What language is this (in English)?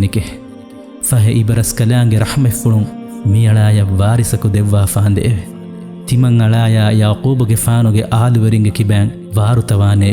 Divehi